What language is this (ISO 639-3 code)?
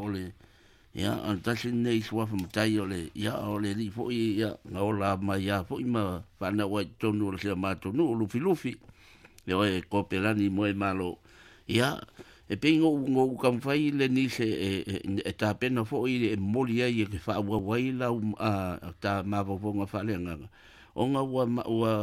smo